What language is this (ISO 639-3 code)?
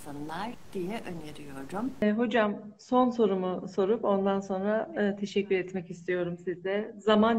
tur